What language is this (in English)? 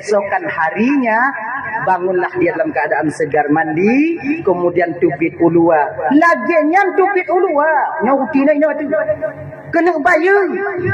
Achinese